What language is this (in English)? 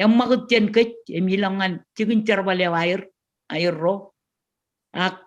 Marshallese